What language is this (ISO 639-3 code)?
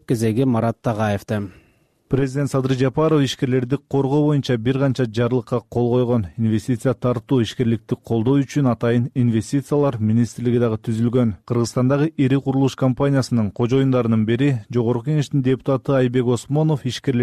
kir